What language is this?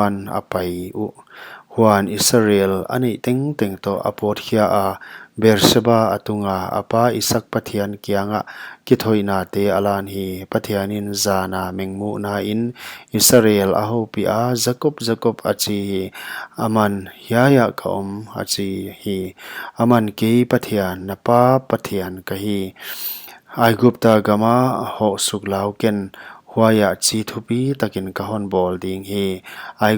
Paite Chin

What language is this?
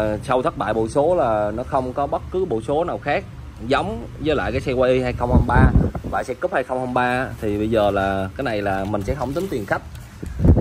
Vietnamese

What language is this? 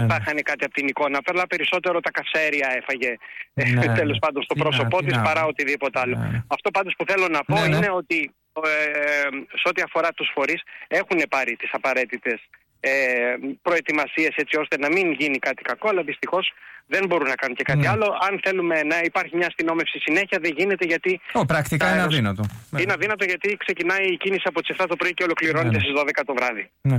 Greek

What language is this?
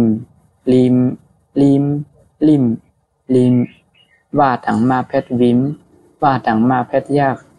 Shan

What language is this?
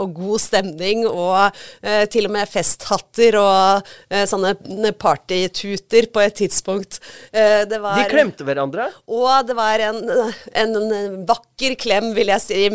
Norwegian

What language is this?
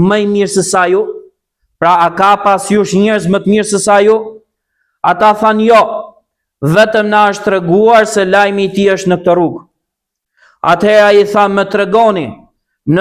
Albanian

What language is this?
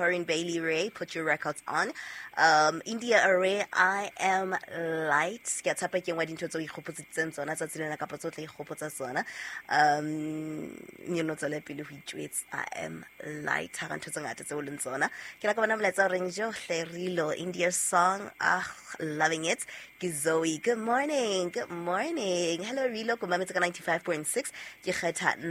Southern Sotho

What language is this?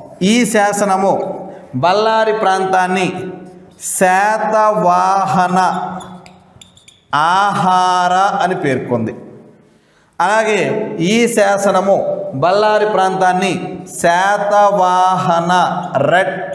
Telugu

